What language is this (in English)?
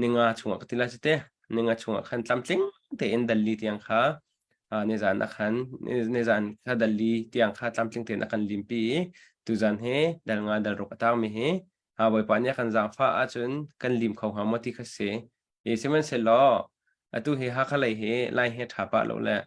Hakha Chin